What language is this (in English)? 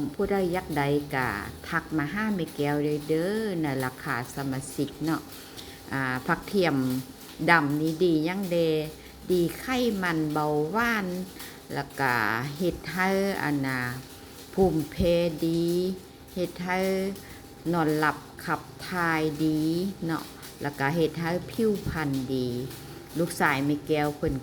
Lao